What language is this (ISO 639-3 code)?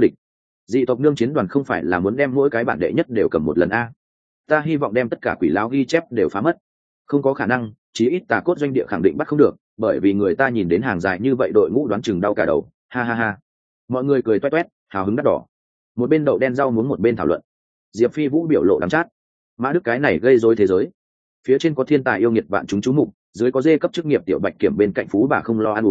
vie